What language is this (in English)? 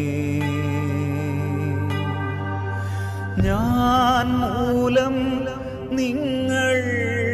Malayalam